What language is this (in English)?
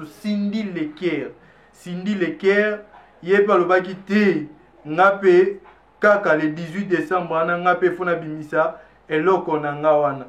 Lingala